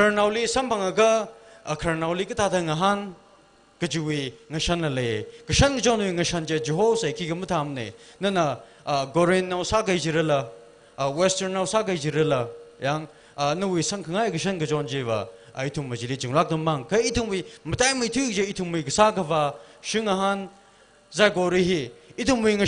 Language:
Tangkhul Naga (India)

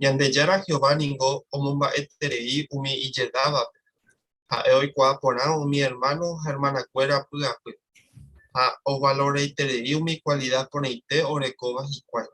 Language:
Guarani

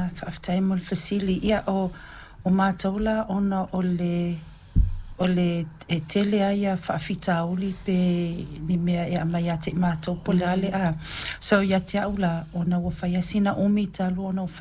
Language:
Samoan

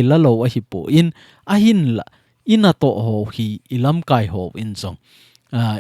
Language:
Thado Chin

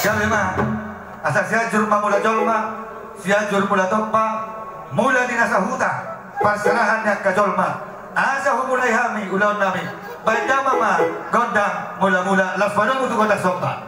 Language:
Batak Toba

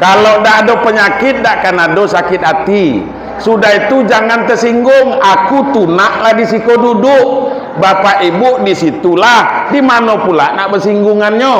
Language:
Minangkabau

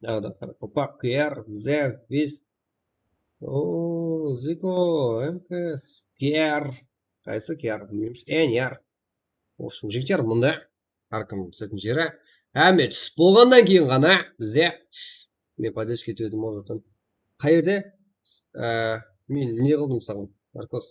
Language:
Kara-Kalpak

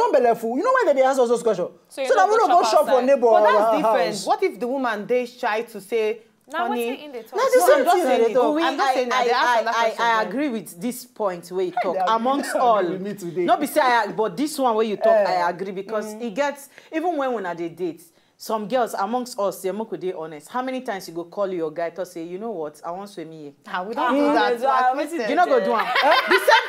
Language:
Nigerian Pidgin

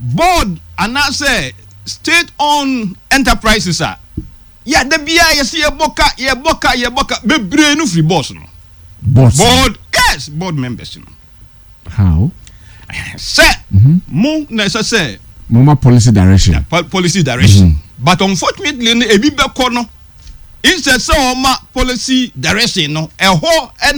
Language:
Akan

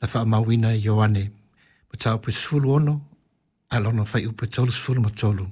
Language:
Samoan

